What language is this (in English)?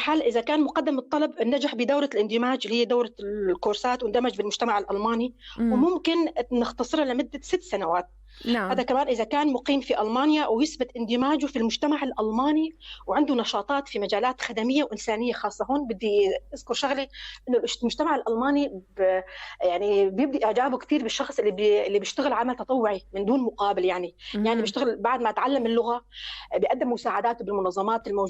North Levantine Arabic